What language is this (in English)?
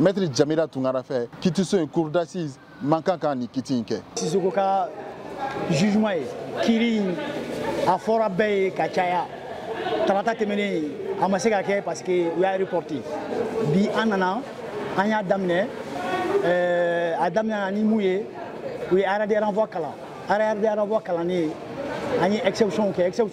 Bambara